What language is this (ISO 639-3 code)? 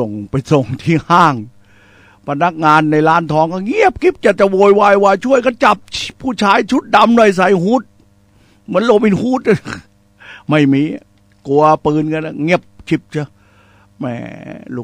tha